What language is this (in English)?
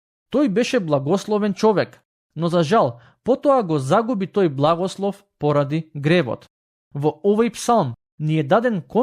Macedonian